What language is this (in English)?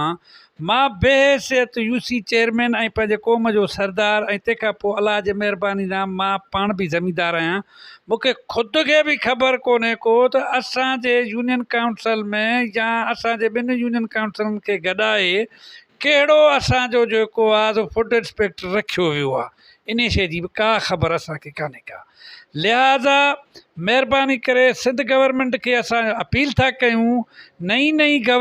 Sindhi